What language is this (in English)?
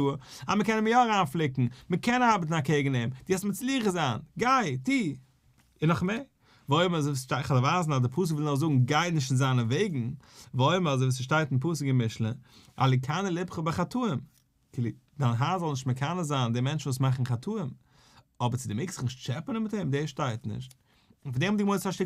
Yiddish